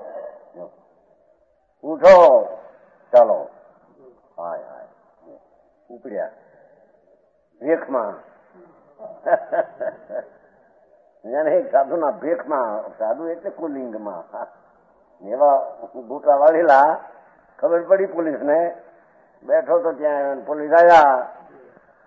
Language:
Gujarati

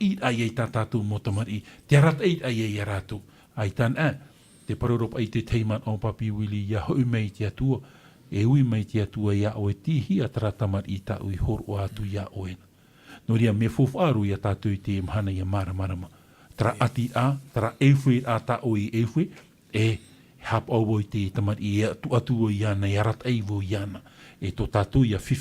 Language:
Tahitian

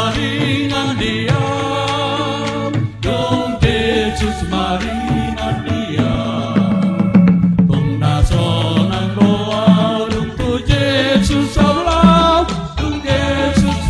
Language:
Batak Toba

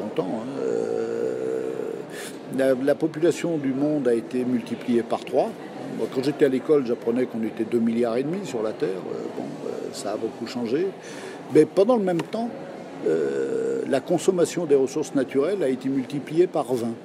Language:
French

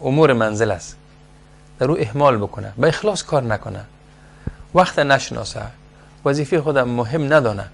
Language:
Persian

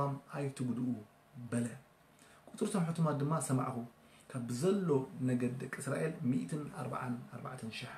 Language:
Tigrinya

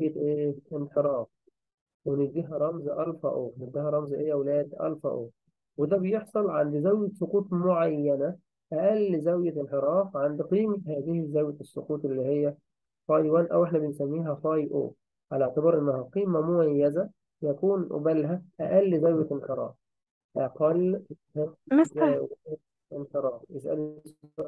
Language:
Egyptian Arabic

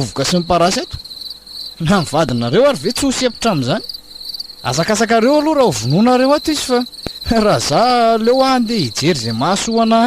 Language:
Malagasy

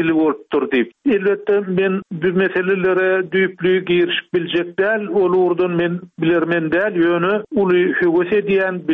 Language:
Turkmen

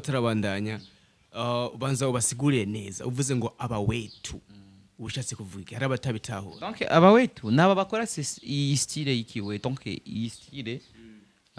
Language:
Rundi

